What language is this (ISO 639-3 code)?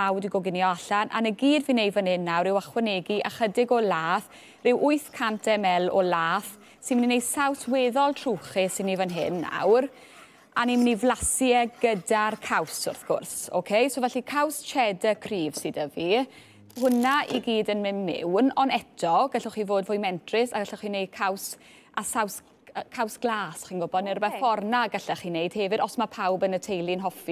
cym